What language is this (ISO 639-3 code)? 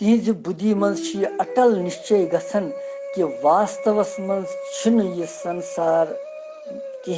kas